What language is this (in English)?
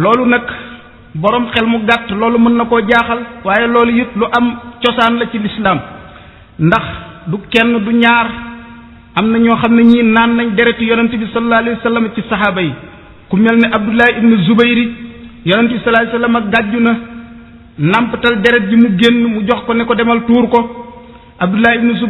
Wolof